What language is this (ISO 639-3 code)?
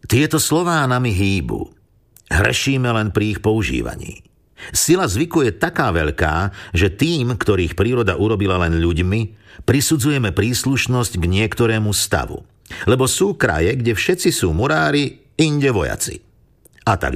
slk